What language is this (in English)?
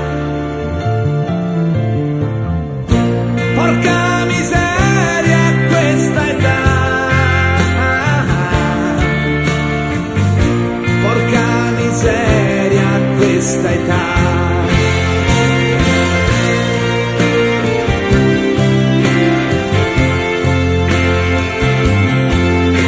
Italian